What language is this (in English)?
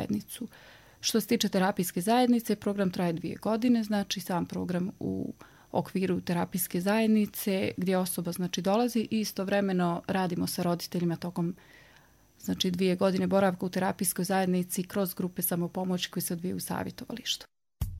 Bosnian